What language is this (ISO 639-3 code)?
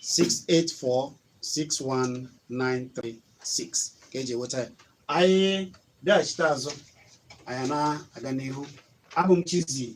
ibo